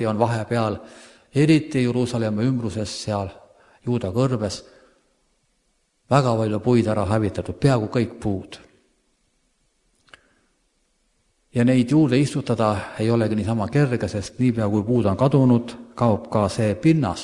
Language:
Estonian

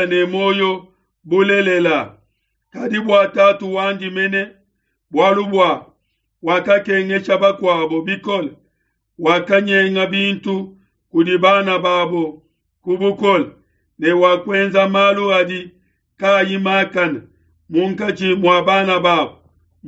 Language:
Luba-Lulua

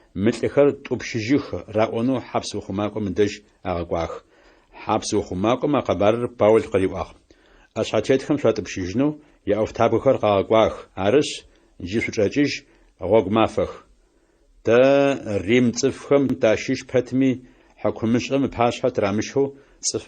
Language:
Adyghe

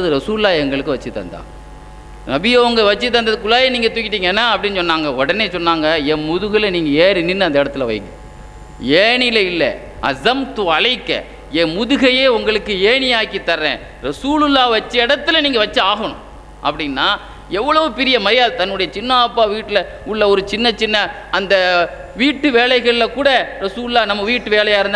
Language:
Tamil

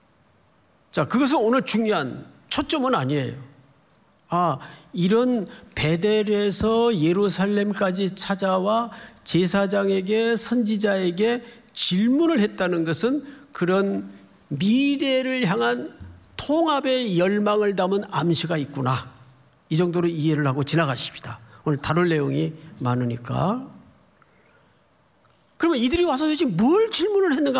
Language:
Korean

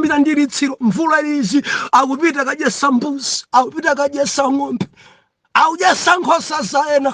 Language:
Nyanja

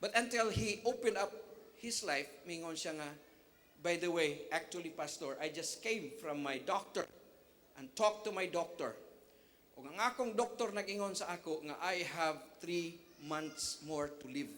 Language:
Cebuano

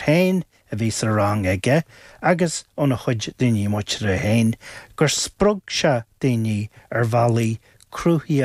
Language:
Irish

